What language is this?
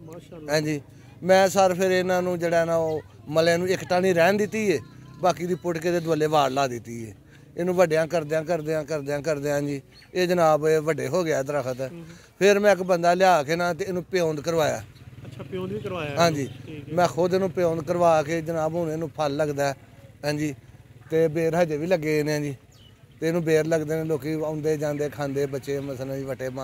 Punjabi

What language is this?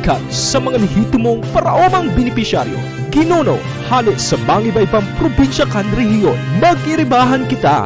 Bikol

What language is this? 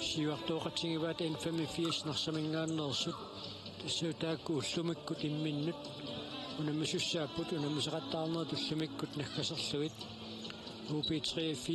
Kalaallisut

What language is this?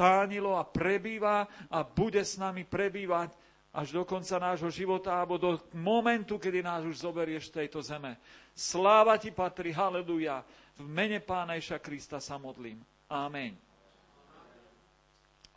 Slovak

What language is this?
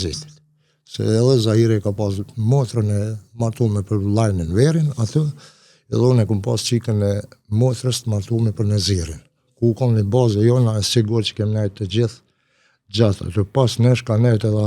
Albanian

